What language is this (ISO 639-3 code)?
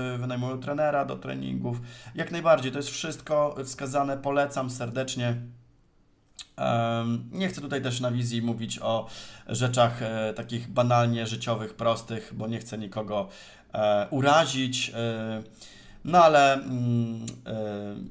pol